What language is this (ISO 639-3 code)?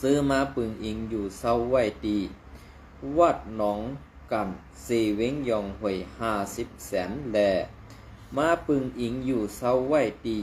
shn